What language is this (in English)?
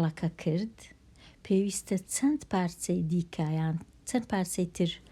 Central Kurdish